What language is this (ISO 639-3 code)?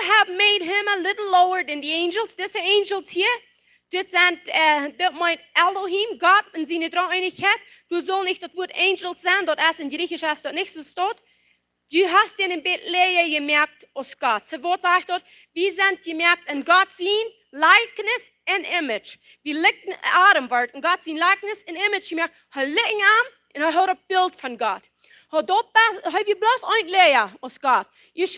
pdt